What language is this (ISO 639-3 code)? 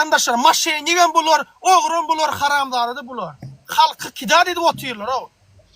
tuk